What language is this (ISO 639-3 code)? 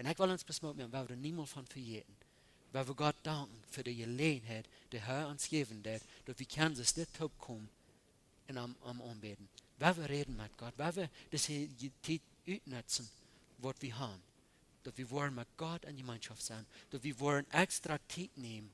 pdt